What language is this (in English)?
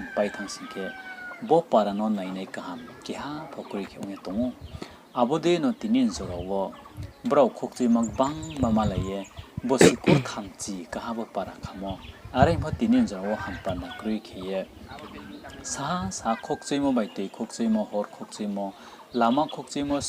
Riang (India)